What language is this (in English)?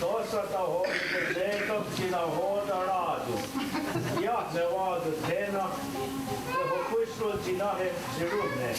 Mohawk